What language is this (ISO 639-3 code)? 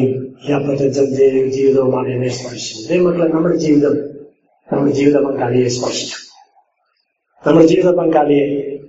mal